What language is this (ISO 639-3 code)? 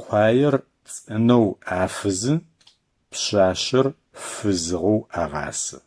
ady